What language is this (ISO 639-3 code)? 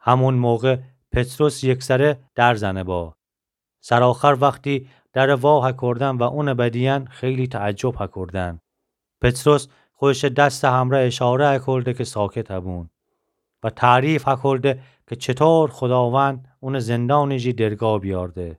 glk